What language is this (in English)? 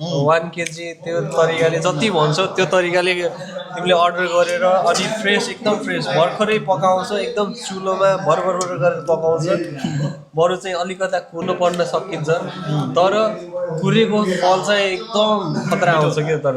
Nepali